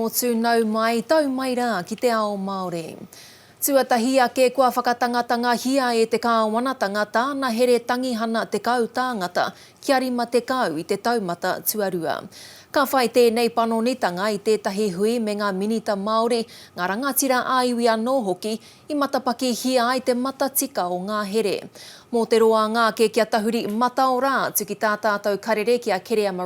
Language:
Māori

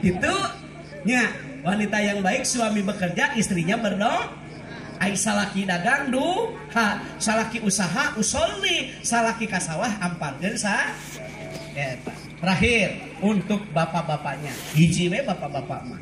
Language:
Sundanese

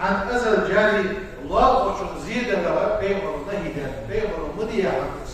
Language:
Ingush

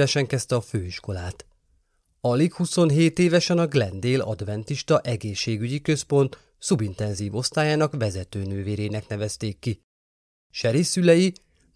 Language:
Hungarian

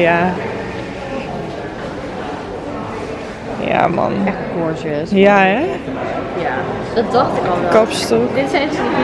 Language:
Dutch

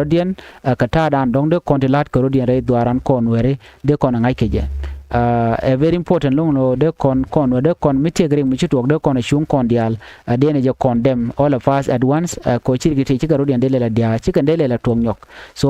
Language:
Nuer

